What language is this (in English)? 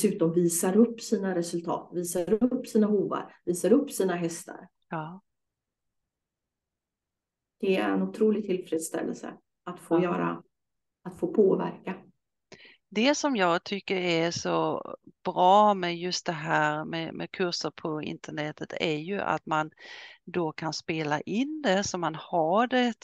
Swedish